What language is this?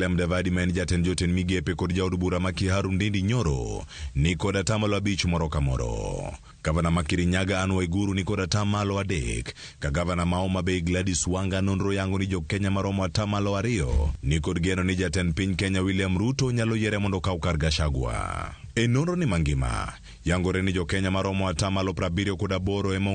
Luo (Kenya and Tanzania)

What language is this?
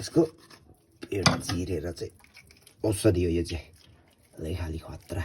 Nepali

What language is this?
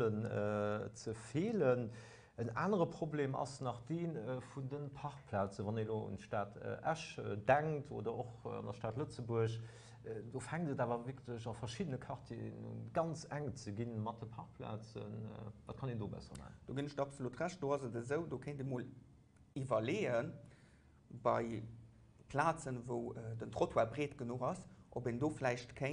Luxembourgish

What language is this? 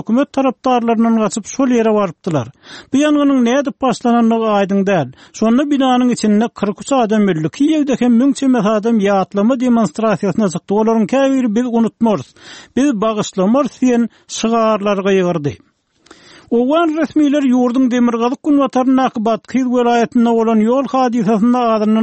Turkmen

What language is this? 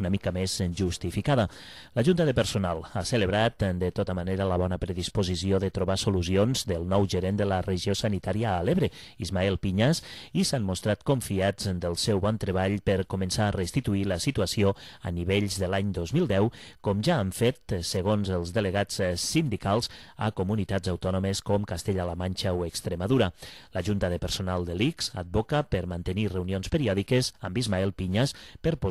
Catalan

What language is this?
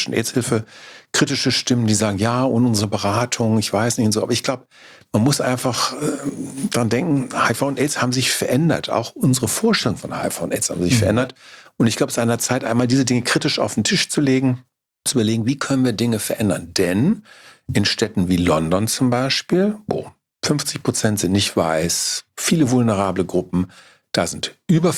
German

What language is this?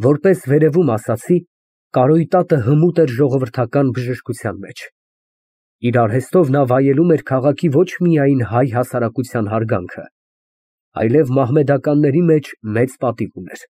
Armenian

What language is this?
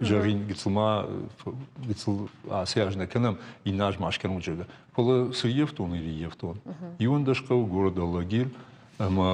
Ossetic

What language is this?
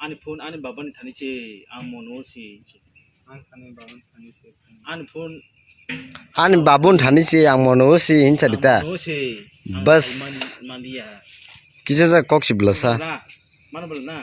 Kok Borok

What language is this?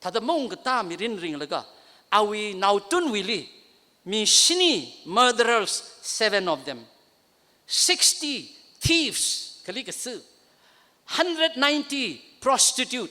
Tangkhul Naga (India)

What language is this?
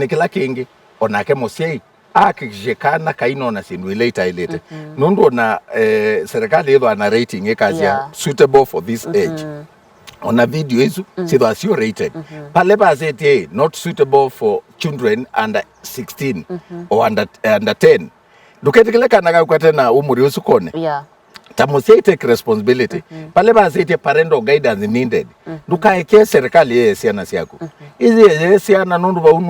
Kamba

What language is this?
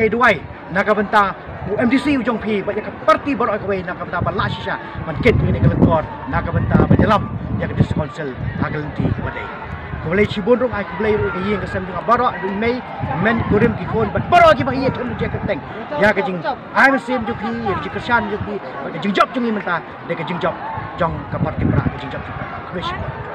Khasi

